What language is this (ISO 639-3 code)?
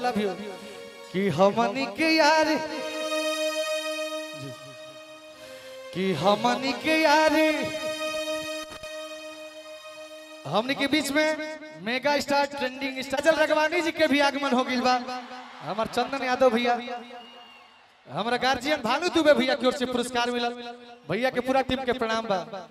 bho